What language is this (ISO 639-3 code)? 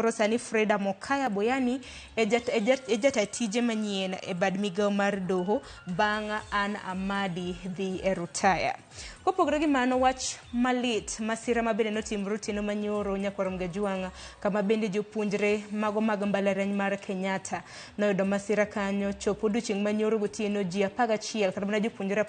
luo